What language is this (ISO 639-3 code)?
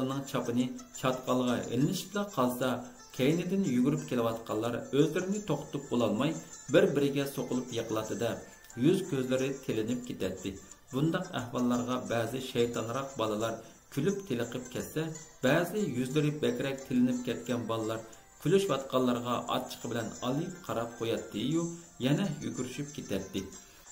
uig